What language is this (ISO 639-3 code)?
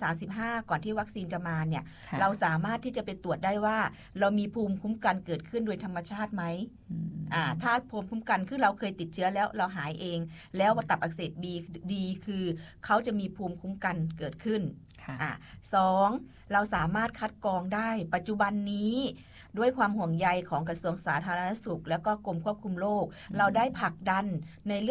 tha